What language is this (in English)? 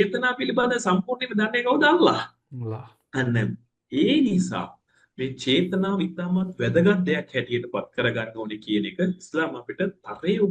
Sinhala